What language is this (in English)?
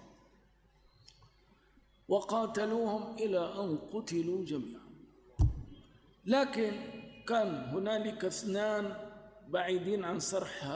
Arabic